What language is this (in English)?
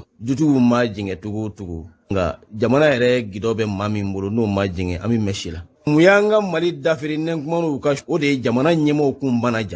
Bambara